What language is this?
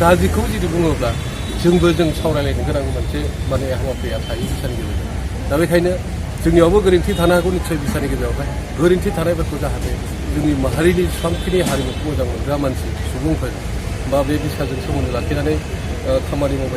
Bodo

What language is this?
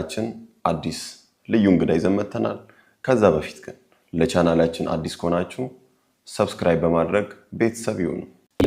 Amharic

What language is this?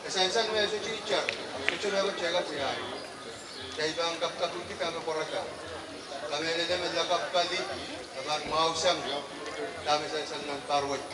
Pohnpeian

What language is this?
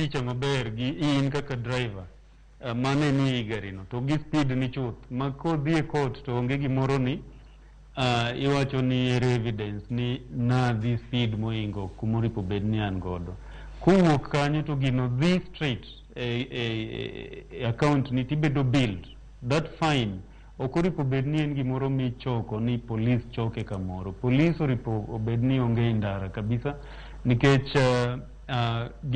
Luo (Kenya and Tanzania)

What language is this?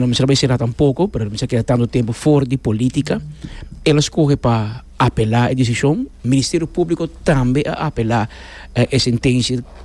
Papiamento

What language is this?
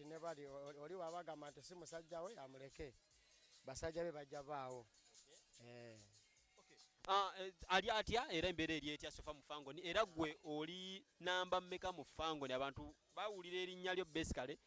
Ganda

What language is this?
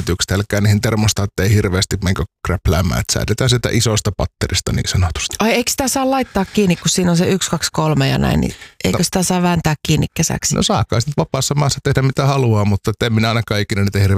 Finnish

